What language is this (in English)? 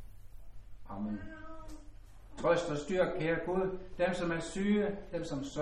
Danish